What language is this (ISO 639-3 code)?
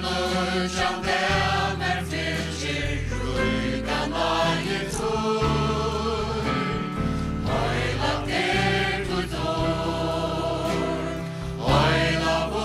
fao